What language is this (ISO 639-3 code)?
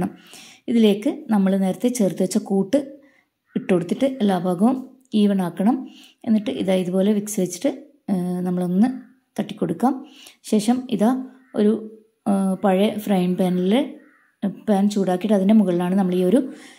mal